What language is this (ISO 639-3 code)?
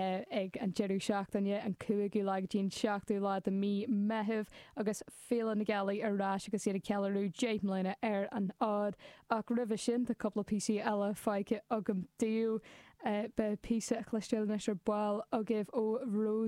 gle